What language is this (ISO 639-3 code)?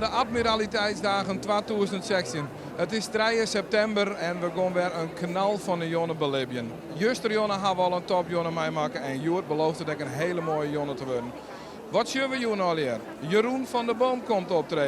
fry